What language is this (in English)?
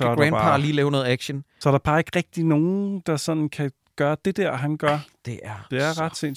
Danish